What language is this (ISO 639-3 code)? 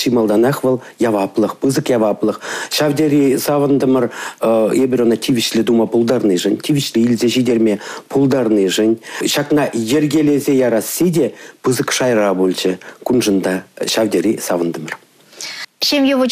chv